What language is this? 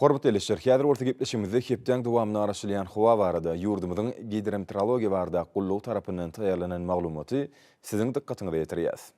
Turkmen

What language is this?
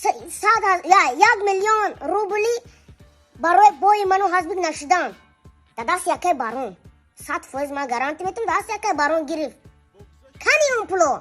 Tajik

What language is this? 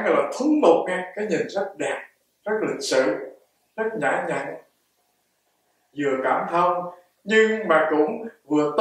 Vietnamese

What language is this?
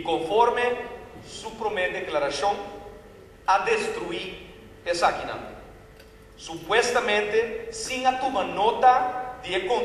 Papiamento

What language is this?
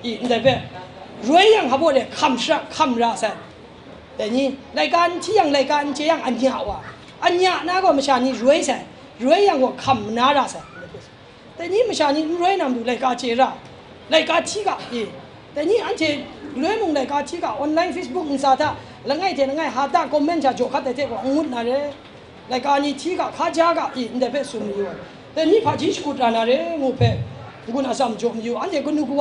Kachin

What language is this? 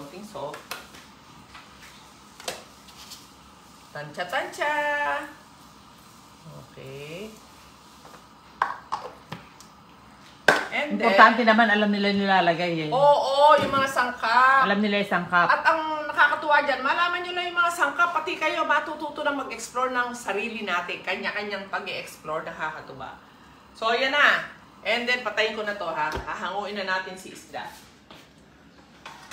Filipino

